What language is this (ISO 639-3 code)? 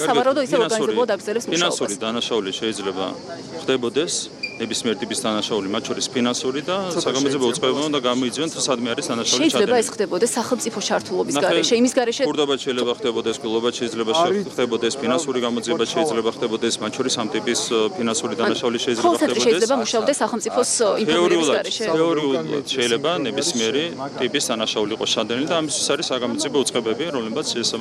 kat